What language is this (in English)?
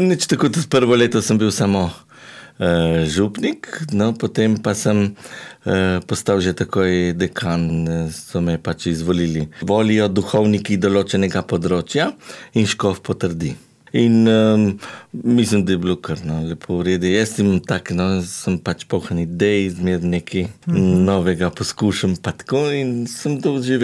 Slovenian